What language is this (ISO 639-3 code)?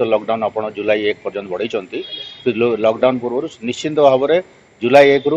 ori